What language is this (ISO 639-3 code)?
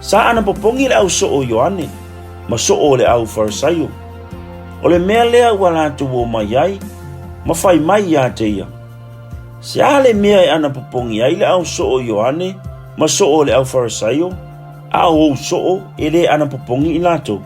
smo